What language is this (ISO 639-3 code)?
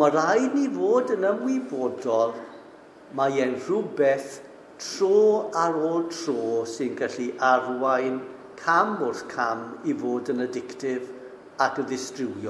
cym